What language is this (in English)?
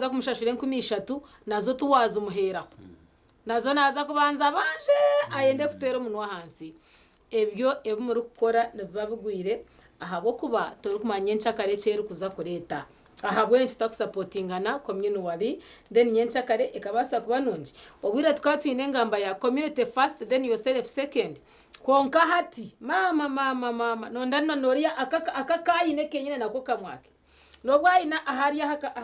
Nyankole